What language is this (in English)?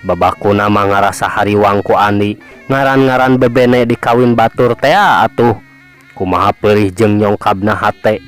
Sundanese